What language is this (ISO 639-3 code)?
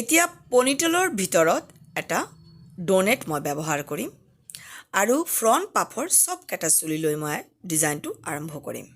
asm